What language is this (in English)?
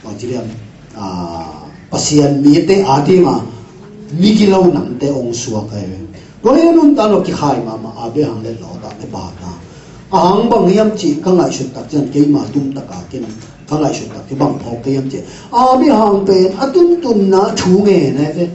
Tedim Chin